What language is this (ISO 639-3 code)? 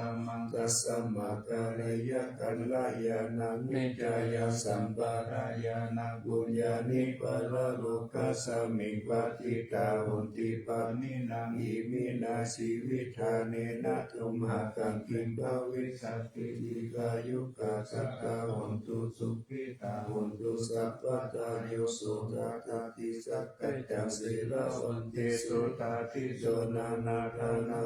pli